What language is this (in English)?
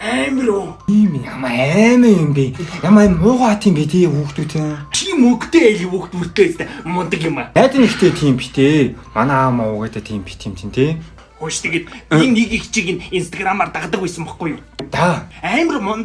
Mongolian